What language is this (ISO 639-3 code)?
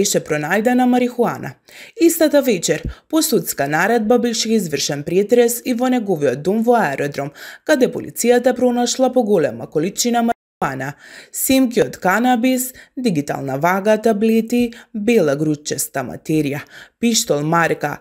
mkd